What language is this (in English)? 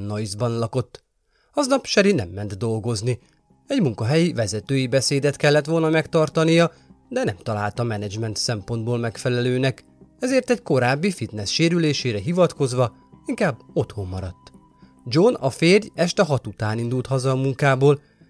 Hungarian